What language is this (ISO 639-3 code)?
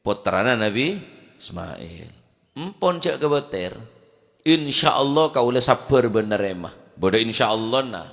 mad